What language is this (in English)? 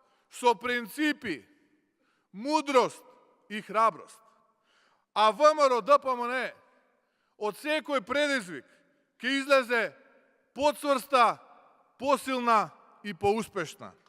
Macedonian